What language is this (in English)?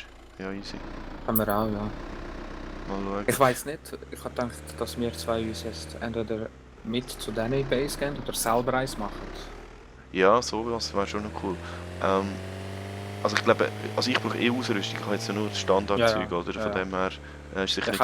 Swiss German